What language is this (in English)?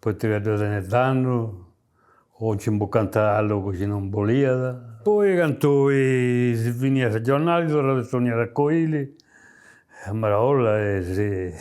Sardinian